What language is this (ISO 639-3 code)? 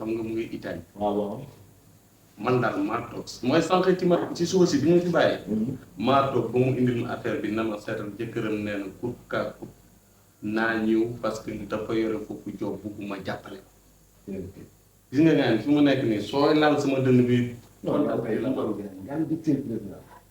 wol